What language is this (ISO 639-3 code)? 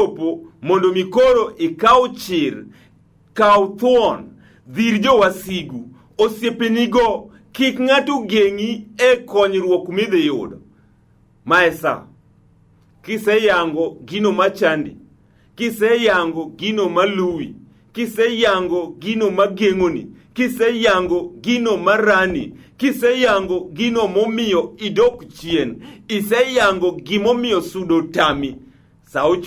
luo